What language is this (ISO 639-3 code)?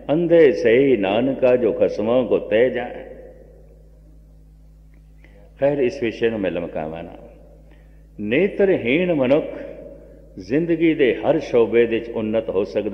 pan